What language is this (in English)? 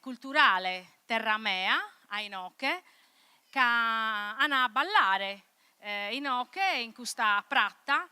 Sardinian